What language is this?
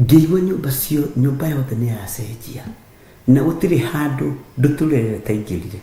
Kikuyu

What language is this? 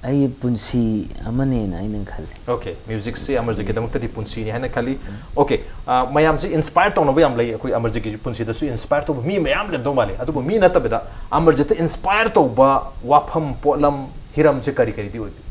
Manipuri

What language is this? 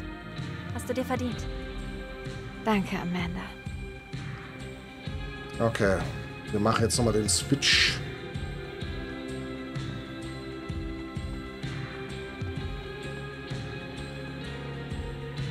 German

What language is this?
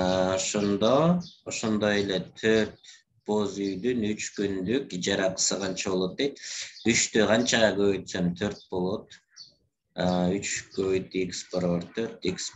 Kyrgyz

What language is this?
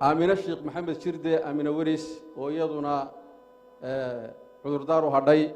Somali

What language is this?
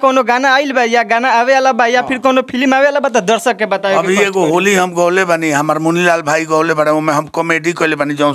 Bhojpuri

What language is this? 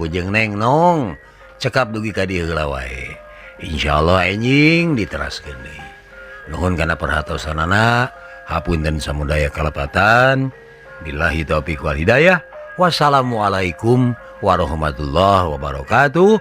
Sundanese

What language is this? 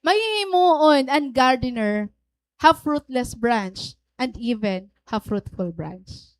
Waray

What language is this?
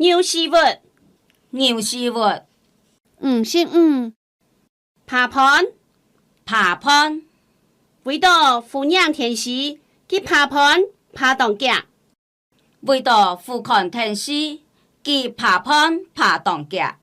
Hakka Chinese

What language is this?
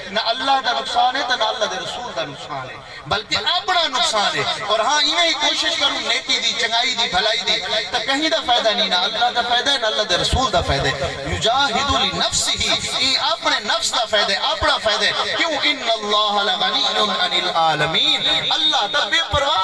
Saraiki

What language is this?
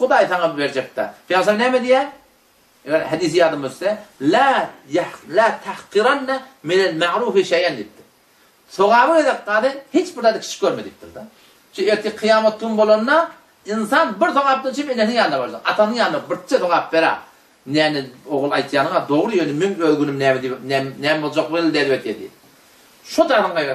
Turkmen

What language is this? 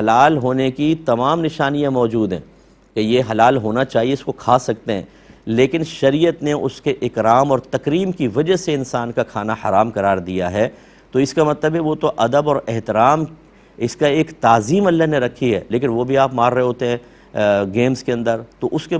Urdu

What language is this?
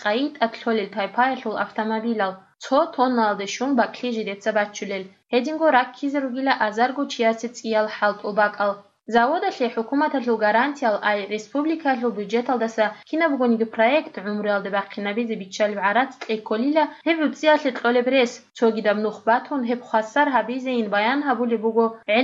Avaric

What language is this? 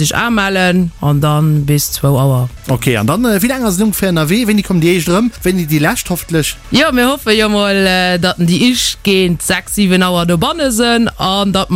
Luxembourgish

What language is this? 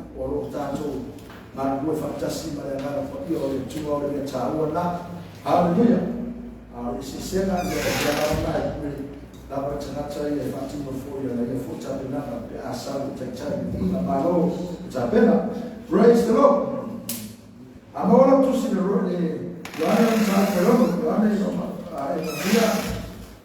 Samoan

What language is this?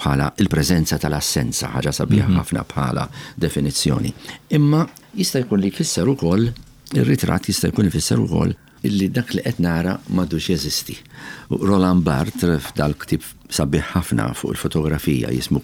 Maltese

